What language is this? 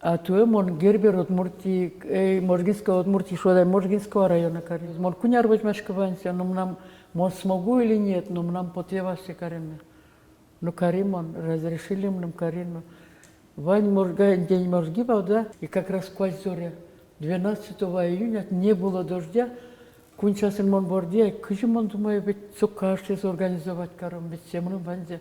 Udmurt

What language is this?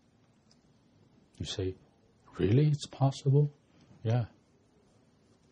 English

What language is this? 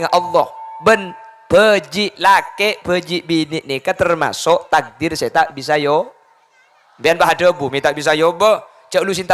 Madurese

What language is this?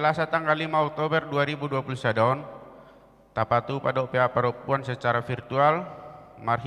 Batak Toba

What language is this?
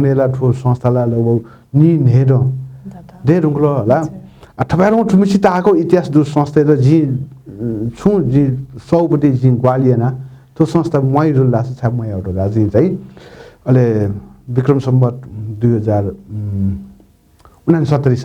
Newari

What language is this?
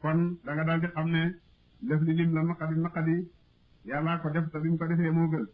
Wolof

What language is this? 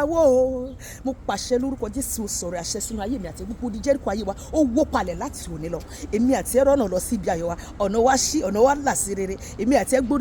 Yoruba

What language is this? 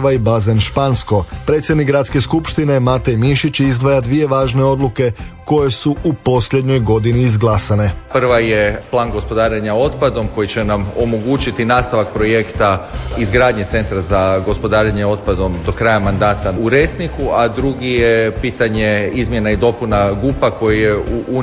Croatian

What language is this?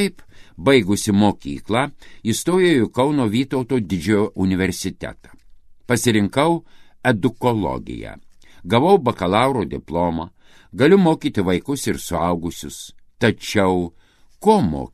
Lithuanian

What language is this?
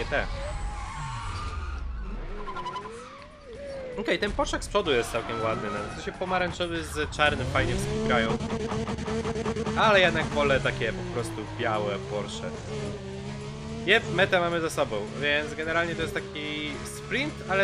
Polish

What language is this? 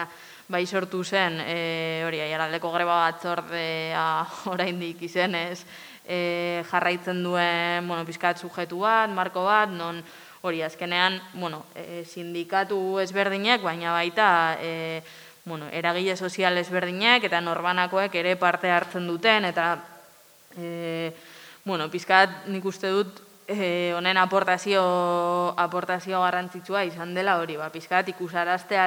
Basque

